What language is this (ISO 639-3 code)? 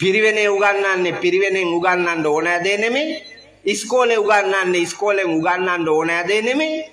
sin